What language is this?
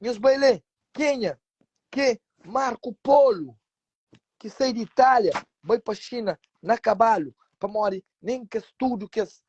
Kabuverdianu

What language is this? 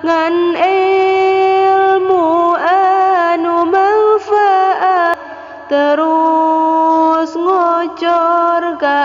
Sundanese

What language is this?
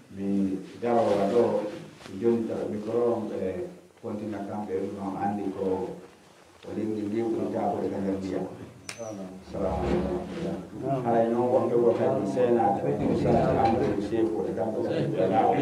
Pular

